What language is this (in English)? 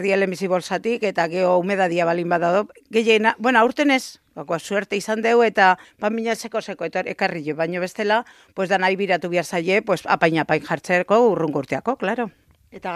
Basque